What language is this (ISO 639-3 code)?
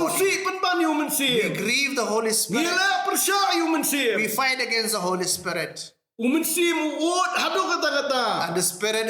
kha